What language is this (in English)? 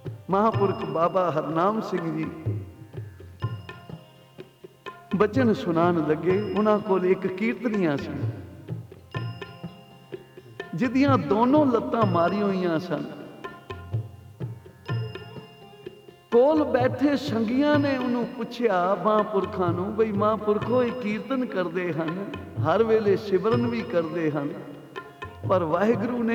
Punjabi